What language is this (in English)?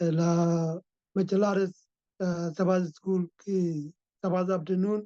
Nuer